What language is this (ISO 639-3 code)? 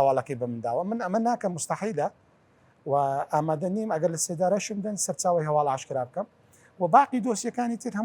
ckb